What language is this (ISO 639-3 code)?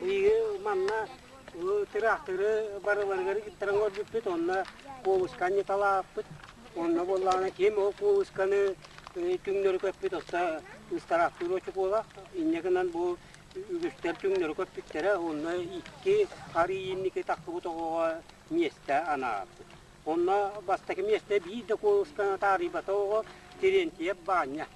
sah